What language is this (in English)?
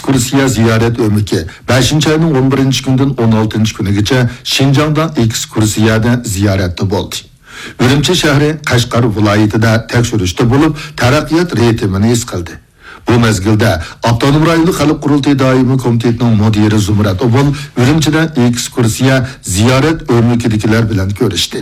Uyghur